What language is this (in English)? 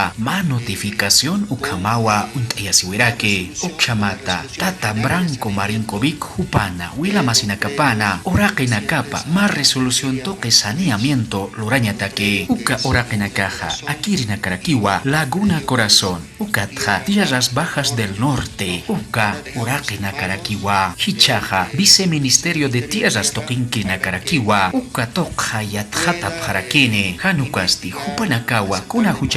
Aymara